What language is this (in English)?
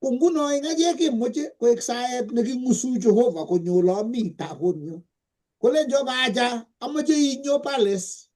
Kalenjin